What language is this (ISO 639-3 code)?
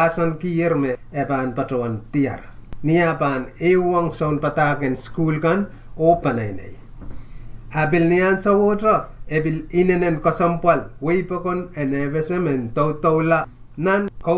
pon